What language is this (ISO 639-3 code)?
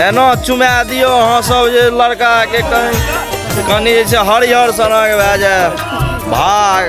mai